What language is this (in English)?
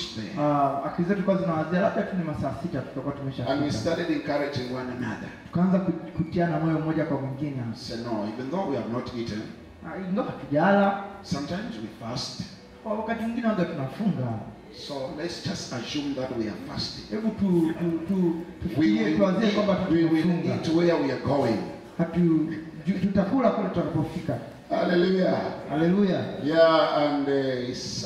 Swahili